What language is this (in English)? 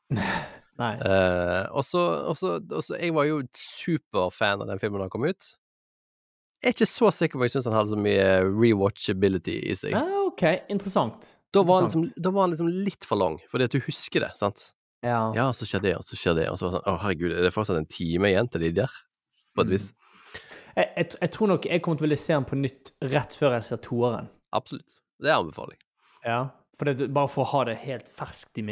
Norwegian